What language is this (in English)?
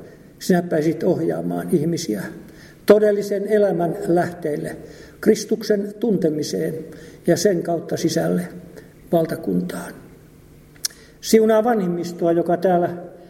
Finnish